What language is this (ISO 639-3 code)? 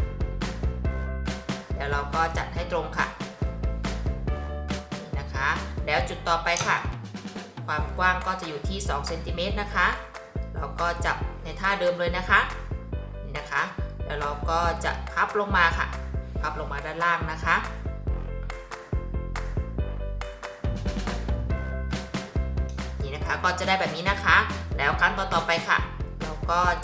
tha